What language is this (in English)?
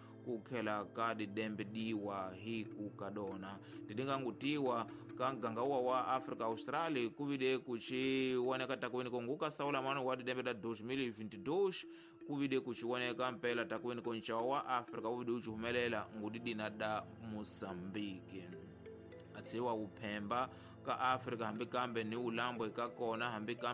Tsonga